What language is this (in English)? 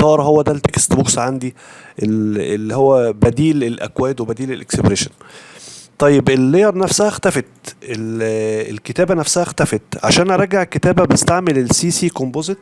Egyptian Arabic